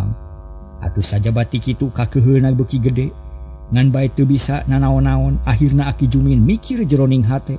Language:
Sundanese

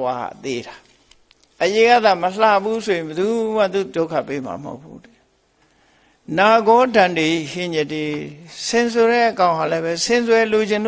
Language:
Burmese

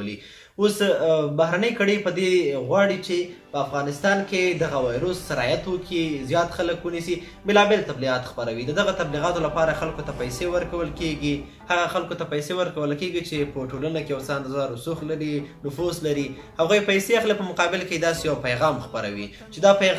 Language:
Pashto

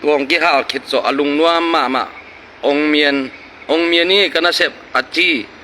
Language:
Tedim Chin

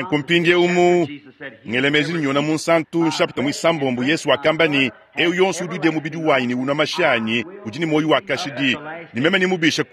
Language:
Luba-Lulua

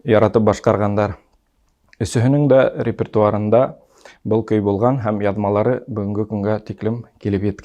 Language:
Bashkir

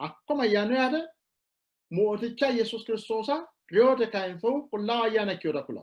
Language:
Sidamo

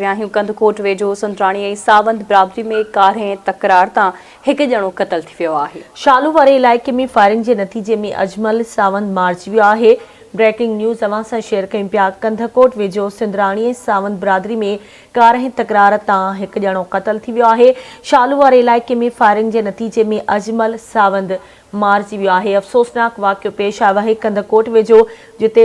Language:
Sindhi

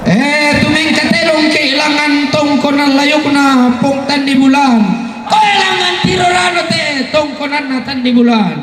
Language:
Toraja-Sa'dan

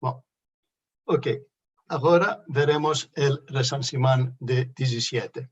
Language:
Ladino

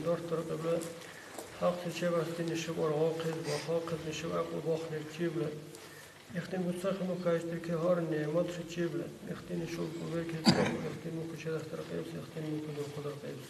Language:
Dargwa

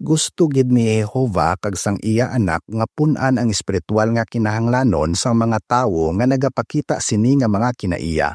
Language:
Hiligaynon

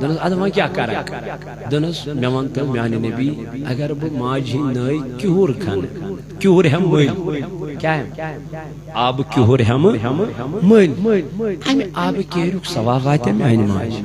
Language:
Kashmiri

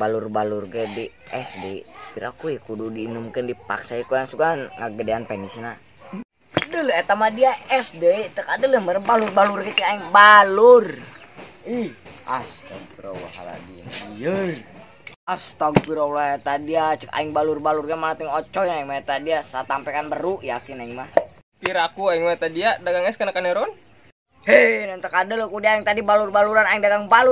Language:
Sundanese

